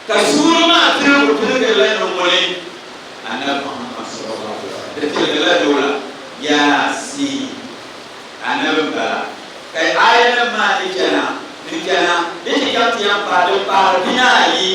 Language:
Dagbani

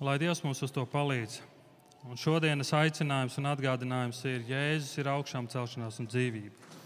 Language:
Latvian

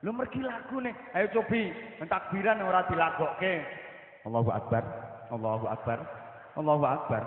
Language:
Javanese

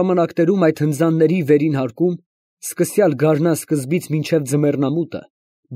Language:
Armenian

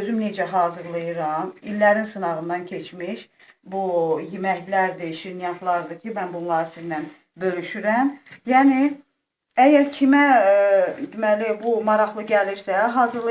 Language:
Azerbaijani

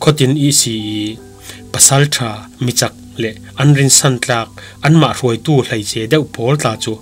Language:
Falam Chin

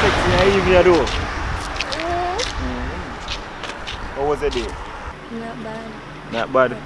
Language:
Jamaican Creole English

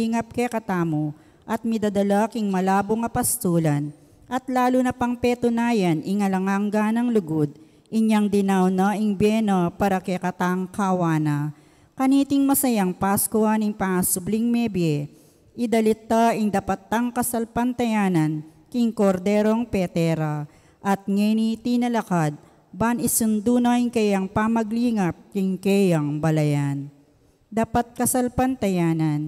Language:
Pampanga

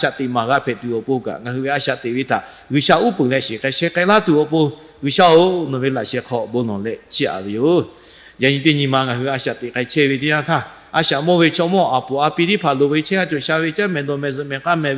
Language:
Lahu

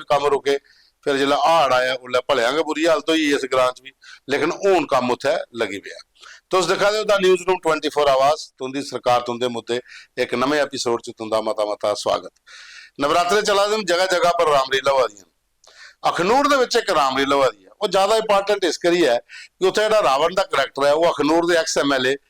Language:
Dogri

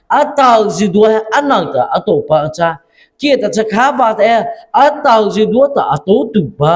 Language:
Mara Chin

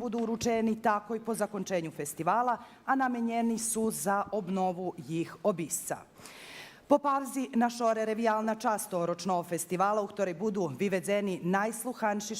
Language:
Rusyn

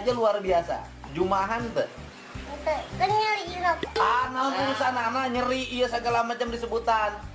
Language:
Sundanese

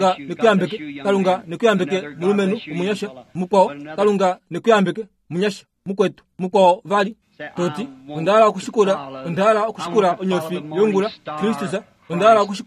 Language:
Kuanyama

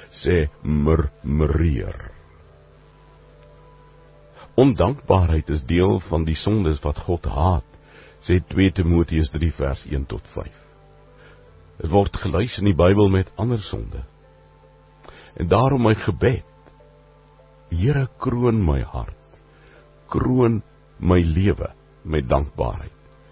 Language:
Afrikaans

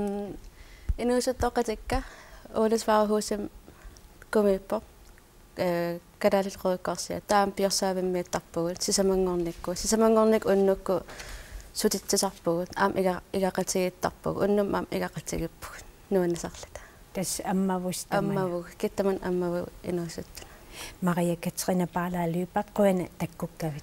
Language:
Kalaallisut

